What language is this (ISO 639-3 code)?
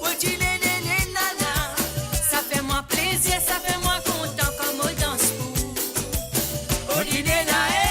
mfe